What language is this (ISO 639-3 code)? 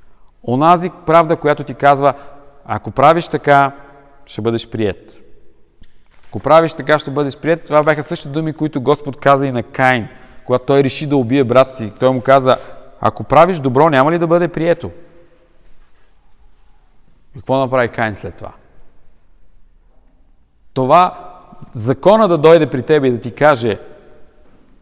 bul